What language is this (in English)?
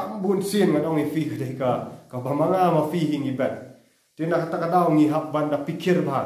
Khasi